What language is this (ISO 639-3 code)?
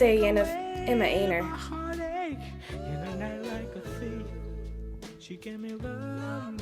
gle